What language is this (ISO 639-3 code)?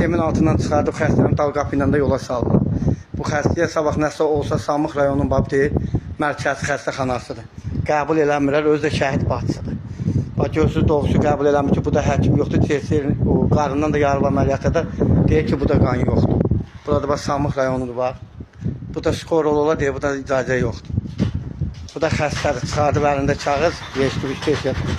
aze